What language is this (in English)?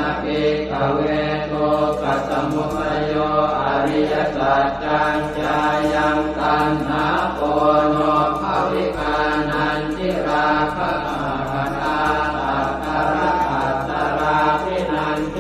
Pali